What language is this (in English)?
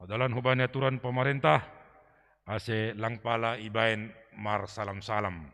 Batak Simalungun